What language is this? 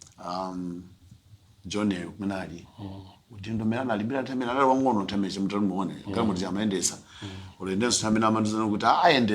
Nyanja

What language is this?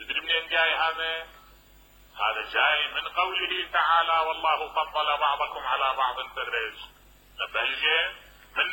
Mesopotamian Arabic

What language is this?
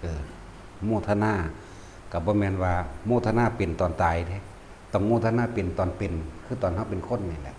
Northeastern Thai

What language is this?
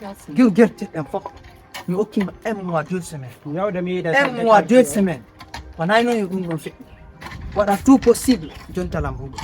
Fula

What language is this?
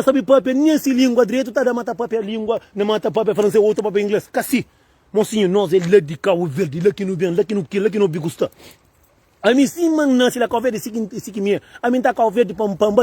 Kabuverdianu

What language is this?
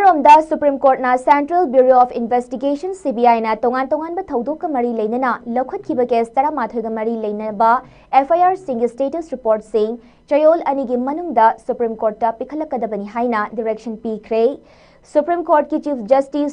Manipuri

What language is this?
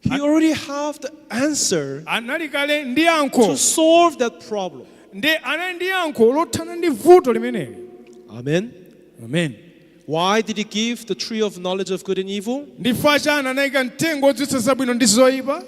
Nyanja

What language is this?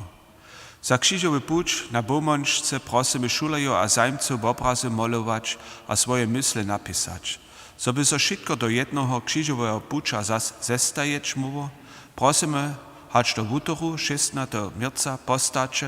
Upper Sorbian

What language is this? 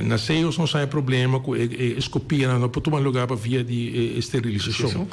Papiamento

